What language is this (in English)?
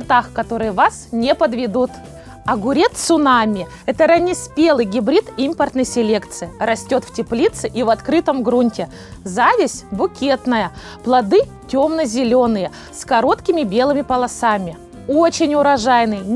Russian